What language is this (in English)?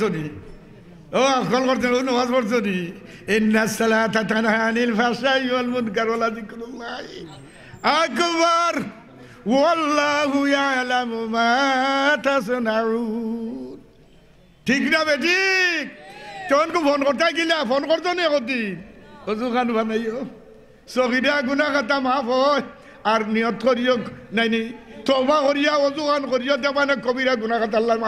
Sylheti